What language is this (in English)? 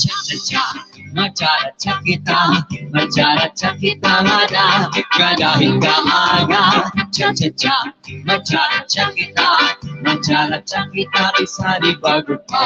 Waray